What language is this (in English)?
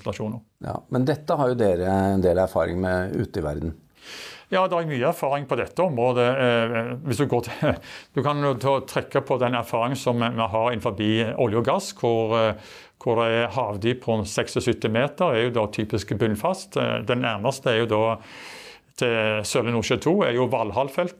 Norwegian